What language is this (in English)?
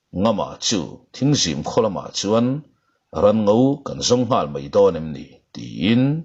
Mizo